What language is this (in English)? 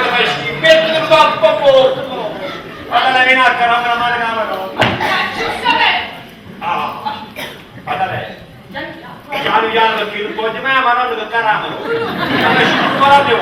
Neapolitan